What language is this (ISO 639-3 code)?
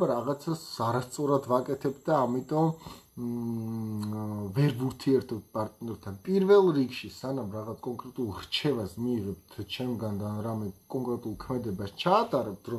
kat